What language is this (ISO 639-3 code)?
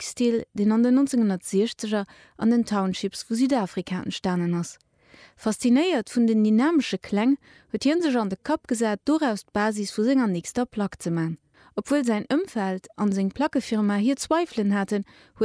ltz